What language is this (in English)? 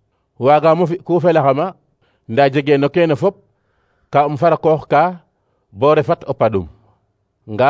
Serer